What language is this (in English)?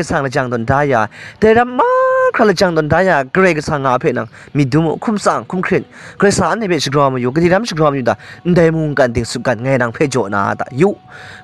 Kachin